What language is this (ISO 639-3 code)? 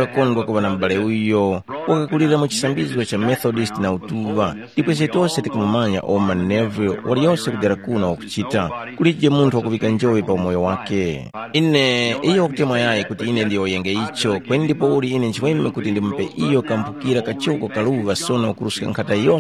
tum